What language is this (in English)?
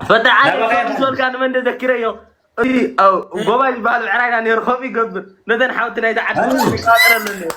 Tigrinya